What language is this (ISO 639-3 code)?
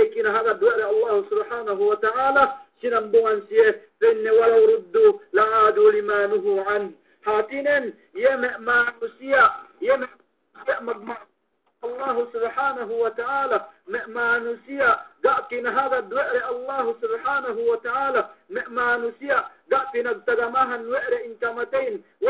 yka